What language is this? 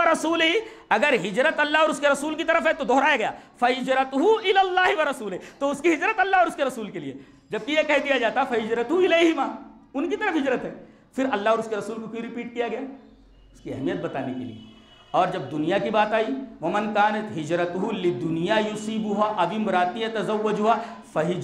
Urdu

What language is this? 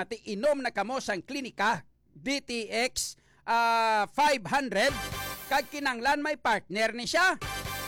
Hiligaynon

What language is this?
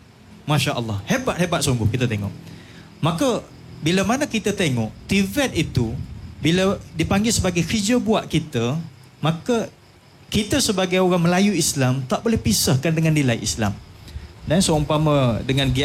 Malay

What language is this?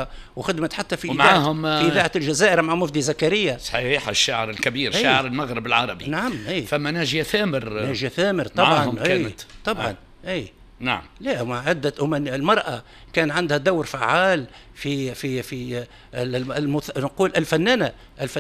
Tunisian Arabic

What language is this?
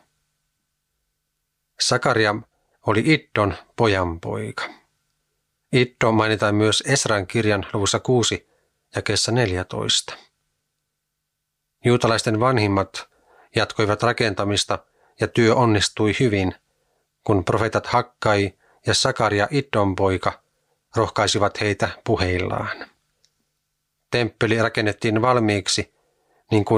Finnish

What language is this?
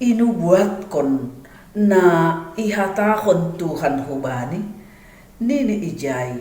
Batak Simalungun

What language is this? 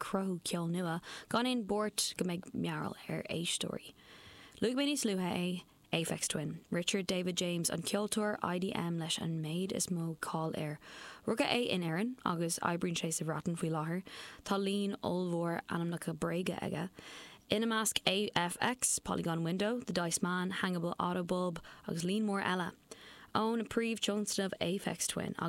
Irish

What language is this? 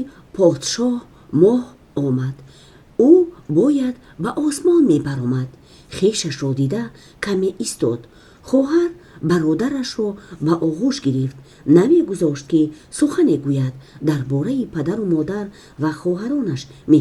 Tajik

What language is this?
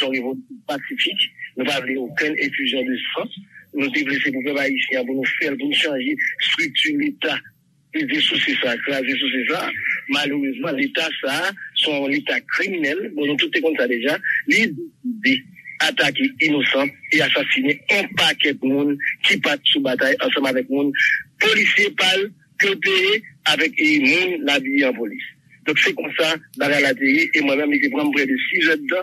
Haitian Creole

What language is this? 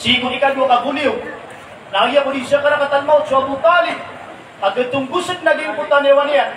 Maranao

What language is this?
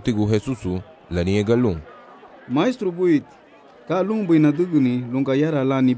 Garifuna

